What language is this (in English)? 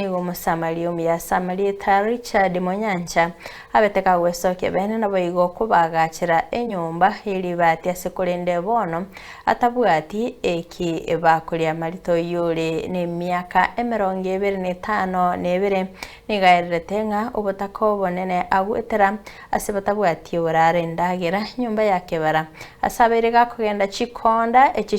Gusii